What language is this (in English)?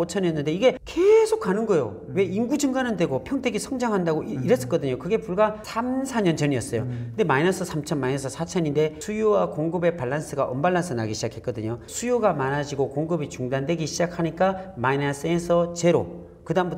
Korean